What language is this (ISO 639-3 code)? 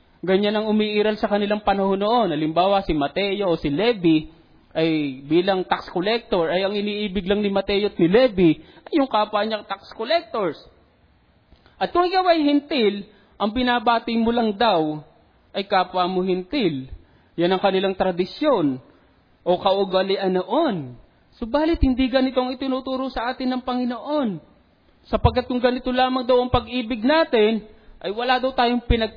fil